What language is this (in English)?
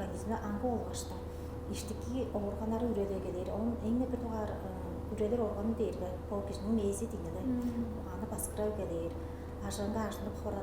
Tuvinian